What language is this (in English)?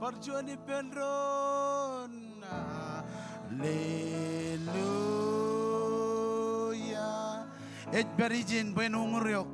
Marshallese